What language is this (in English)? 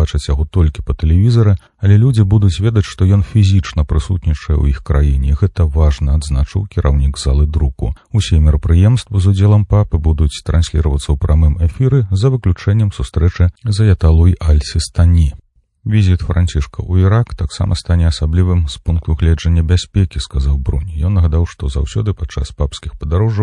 Belarusian